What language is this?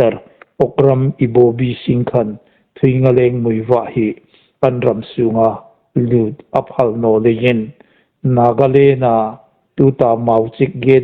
Hmar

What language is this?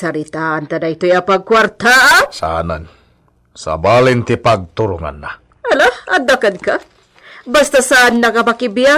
Iloko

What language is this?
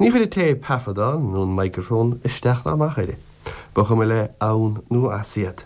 Irish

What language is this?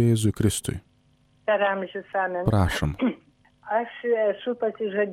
Lithuanian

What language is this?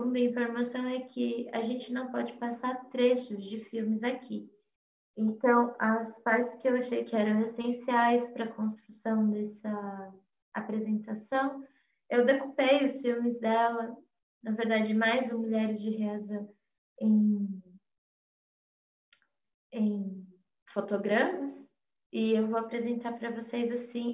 Portuguese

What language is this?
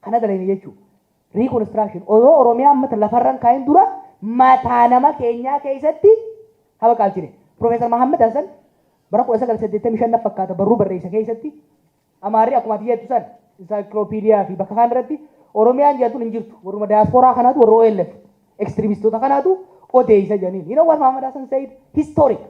Oromo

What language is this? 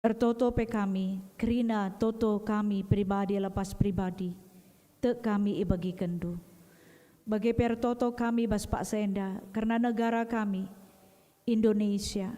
Batak Karo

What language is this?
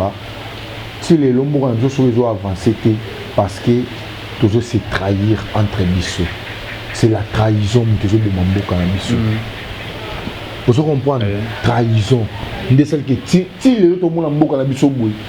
Lingala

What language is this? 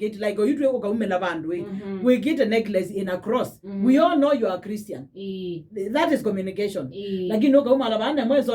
Kamba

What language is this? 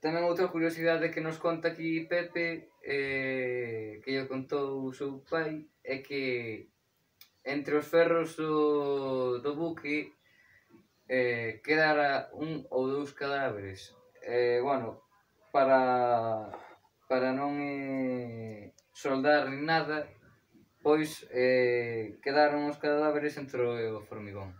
Galician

